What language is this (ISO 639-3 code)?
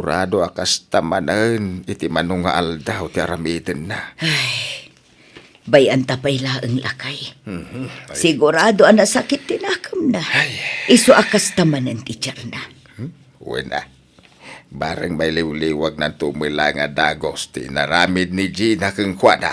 ilo